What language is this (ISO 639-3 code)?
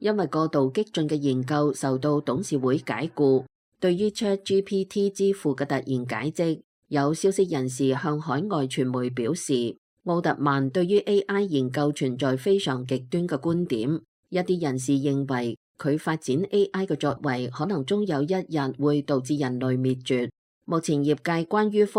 yue